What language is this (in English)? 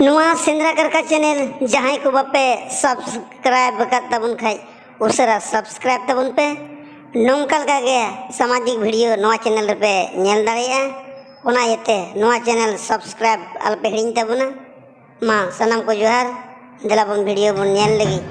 Santali